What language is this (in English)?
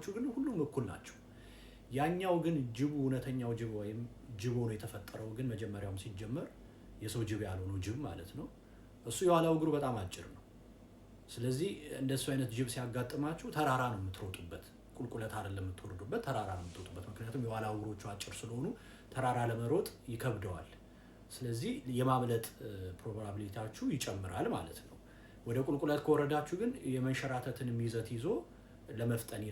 Amharic